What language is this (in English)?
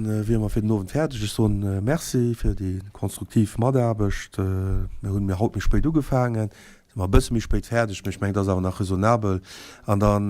Luxembourgish